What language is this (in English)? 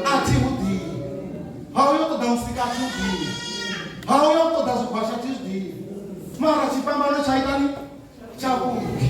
Venda